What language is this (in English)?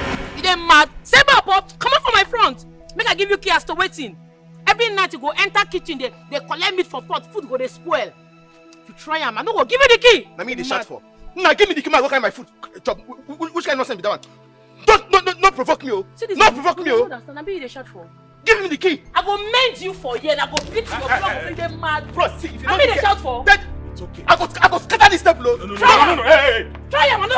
Nigerian Pidgin